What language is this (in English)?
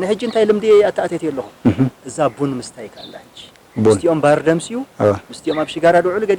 Tigrinya